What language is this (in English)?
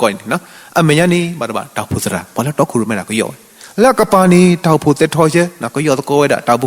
S'gaw Karen